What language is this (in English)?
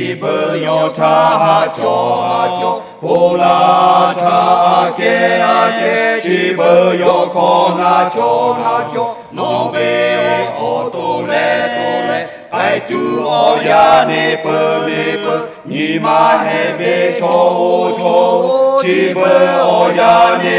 Lahu